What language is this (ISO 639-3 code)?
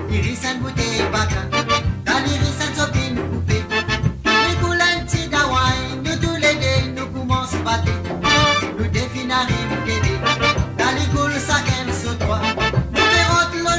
mfe